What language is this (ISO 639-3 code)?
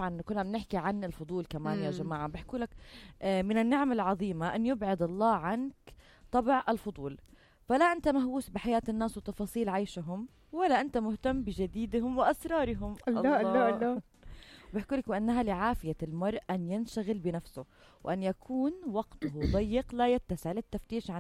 apc